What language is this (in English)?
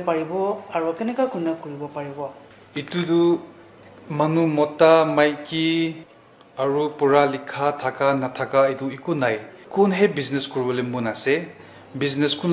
Naga Pidgin